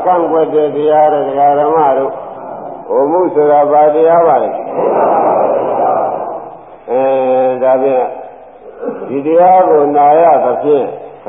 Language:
Burmese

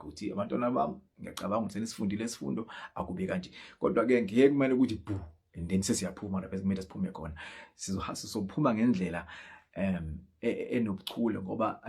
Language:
Zulu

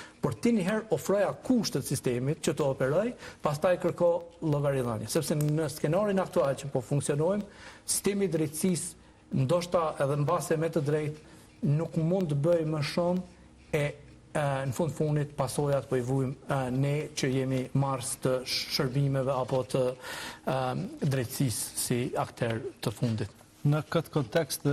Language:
Albanian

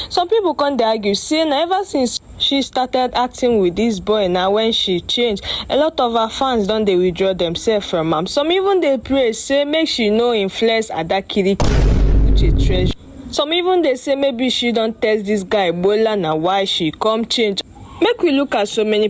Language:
Nigerian Pidgin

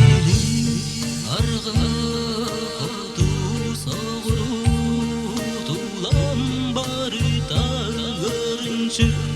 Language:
Yakut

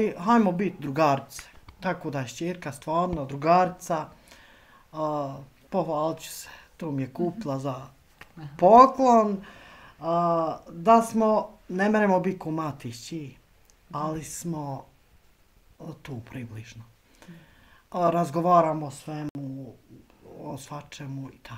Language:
Bosnian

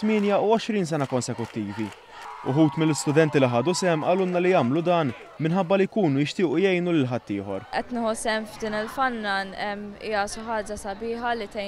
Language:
Maltese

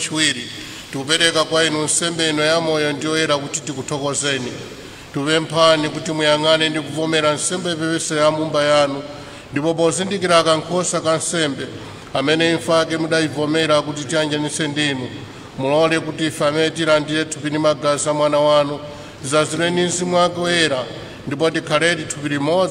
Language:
Nyanja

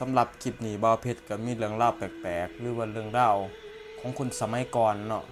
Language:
Lao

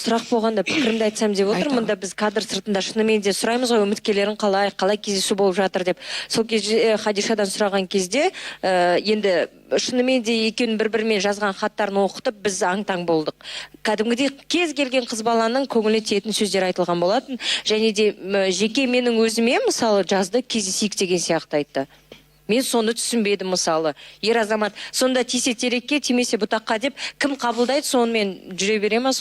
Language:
Kazakh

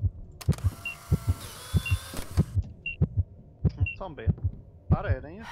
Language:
Swedish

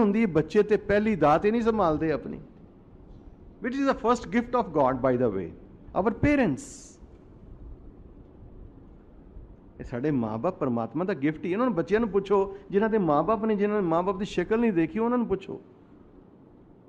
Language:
Punjabi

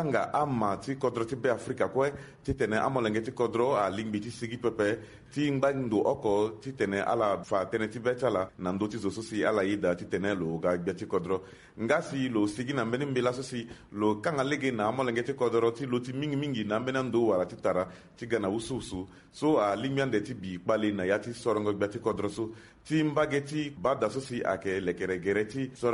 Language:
Sango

